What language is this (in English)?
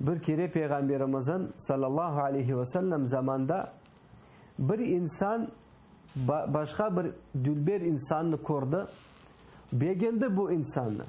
Crimean Tatar